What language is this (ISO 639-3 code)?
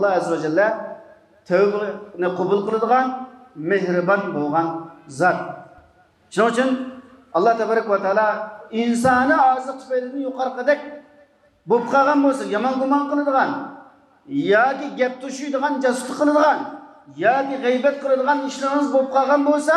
uig